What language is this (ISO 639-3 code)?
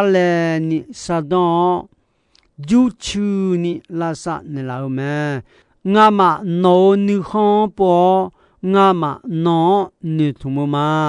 ahk